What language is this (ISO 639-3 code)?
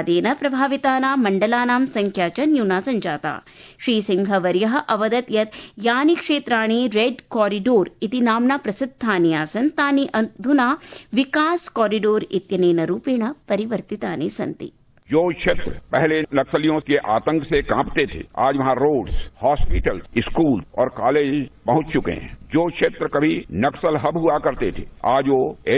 san